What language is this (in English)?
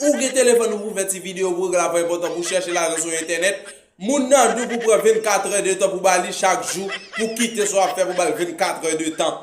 Haitian Creole